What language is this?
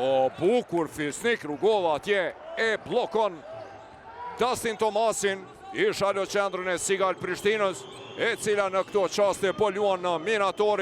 Albanian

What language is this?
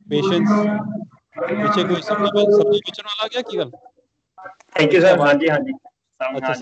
Punjabi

